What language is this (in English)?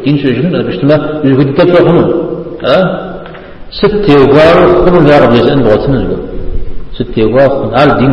Kabardian